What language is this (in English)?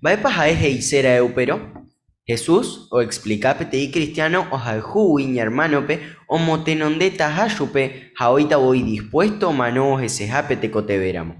Guarani